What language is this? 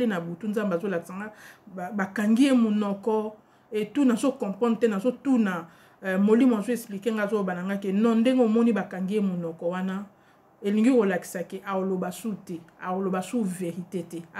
Lingala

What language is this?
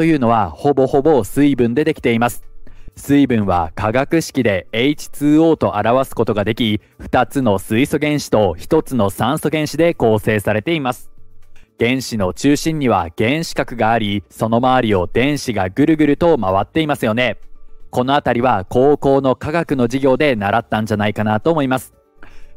Japanese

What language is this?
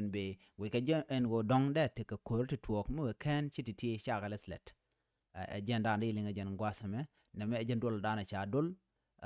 Nuer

